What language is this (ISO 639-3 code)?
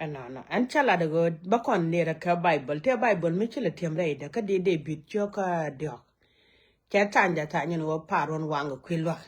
nus